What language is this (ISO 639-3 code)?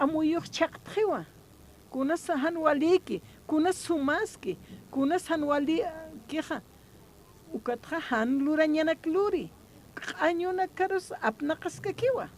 aym